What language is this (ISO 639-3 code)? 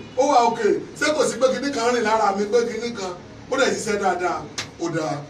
yor